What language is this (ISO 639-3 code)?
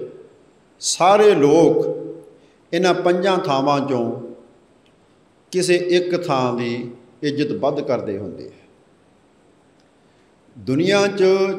pan